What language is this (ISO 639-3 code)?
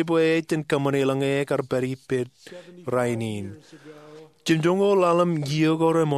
mah